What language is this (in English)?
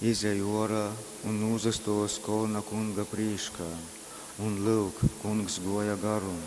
Latgalian